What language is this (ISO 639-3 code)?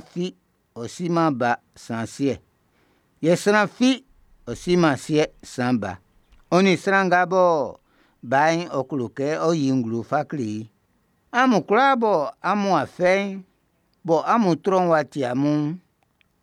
bci